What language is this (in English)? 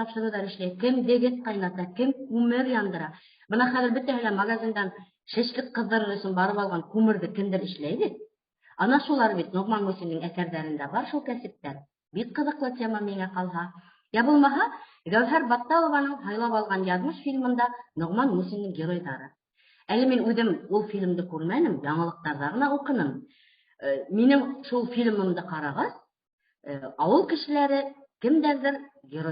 Bashkir